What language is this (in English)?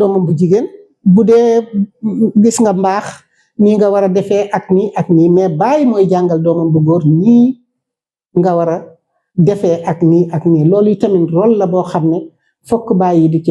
Wolof